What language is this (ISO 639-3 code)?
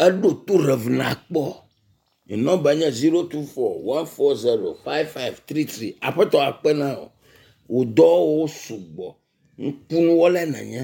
ewe